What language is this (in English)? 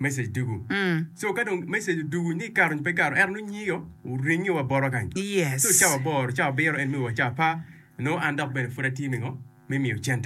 Acoli